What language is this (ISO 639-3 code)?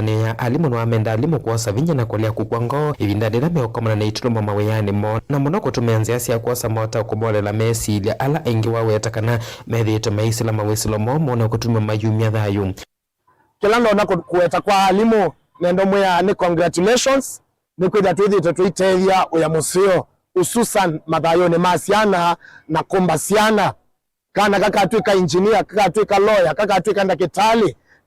kam